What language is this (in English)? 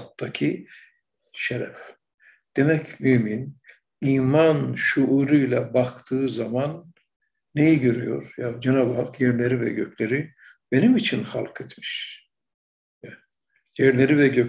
Turkish